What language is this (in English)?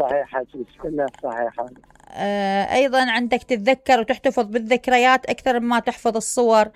Mesopotamian Arabic